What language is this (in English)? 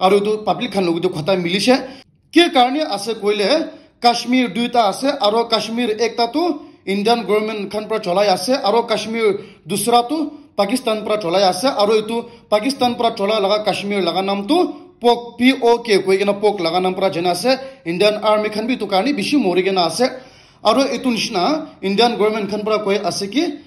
Naga Pidgin